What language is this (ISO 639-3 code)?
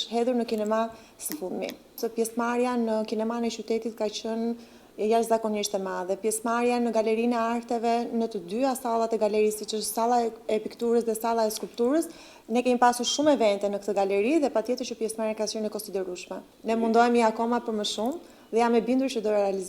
sqi